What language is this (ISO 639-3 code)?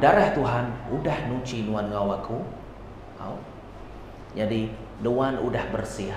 iba